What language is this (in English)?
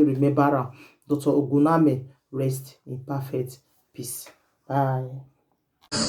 Nigerian Pidgin